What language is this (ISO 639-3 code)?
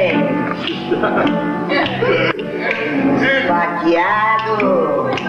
por